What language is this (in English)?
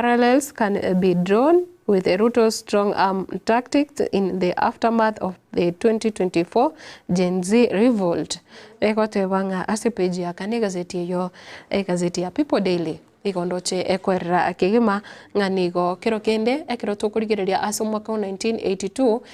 Gusii